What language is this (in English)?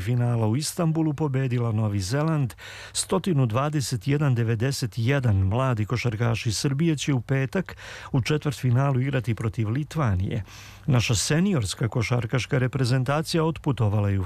Serbian